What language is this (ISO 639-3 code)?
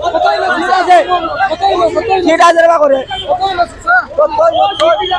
syl